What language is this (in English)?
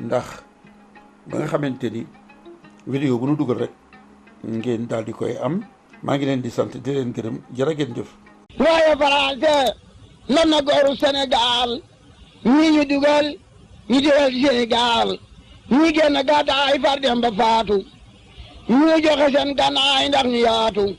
Wolof